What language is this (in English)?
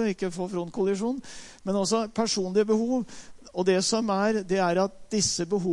Norwegian